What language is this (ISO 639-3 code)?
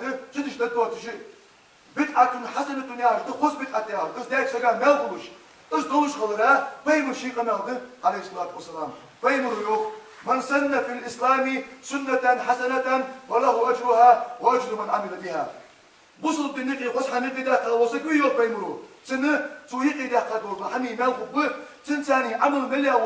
inh